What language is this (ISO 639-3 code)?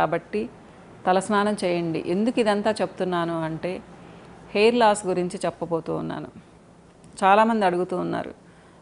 tel